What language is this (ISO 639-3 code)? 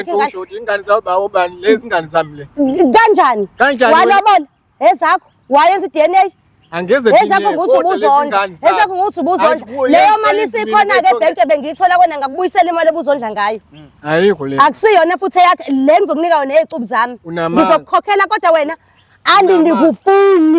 zul